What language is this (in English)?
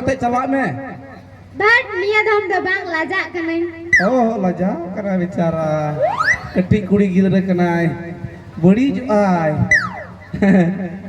Santali